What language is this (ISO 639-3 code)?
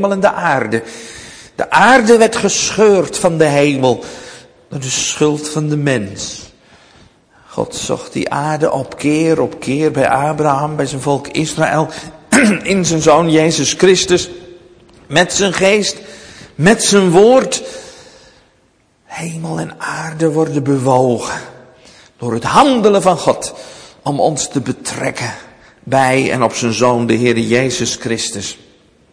nld